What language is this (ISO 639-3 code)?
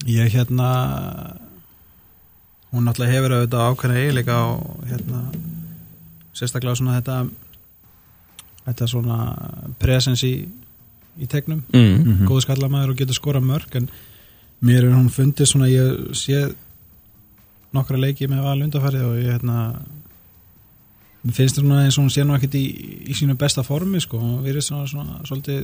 isl